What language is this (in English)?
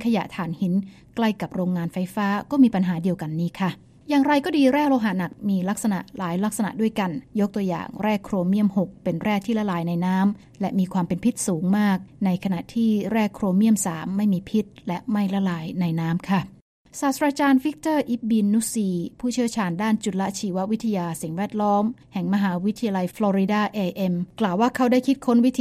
Thai